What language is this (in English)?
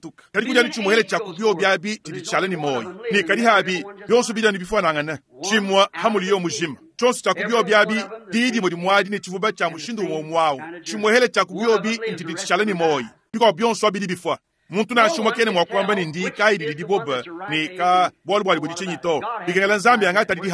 Luba-Lulua